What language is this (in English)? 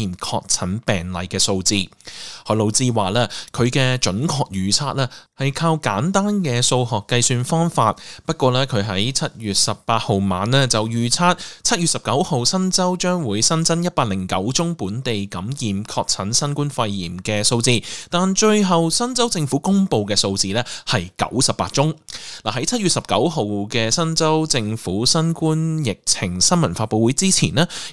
Cantonese